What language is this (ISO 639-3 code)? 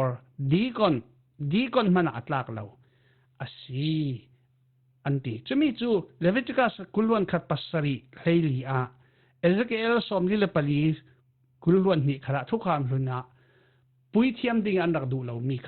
cfm